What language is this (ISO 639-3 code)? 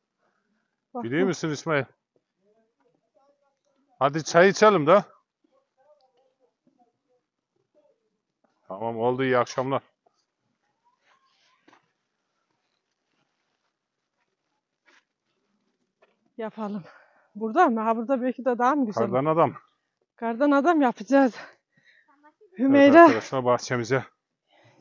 tur